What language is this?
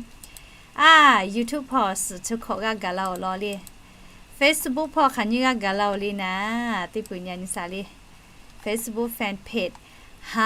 Lahu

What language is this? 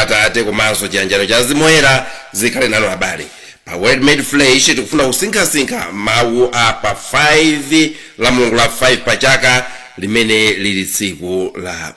Nyanja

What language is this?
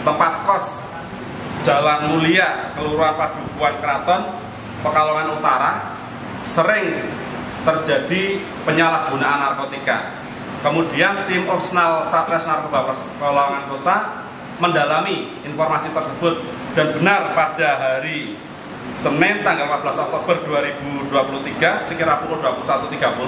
Indonesian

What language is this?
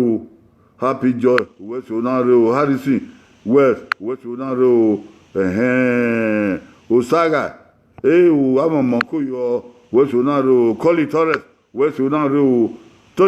Bini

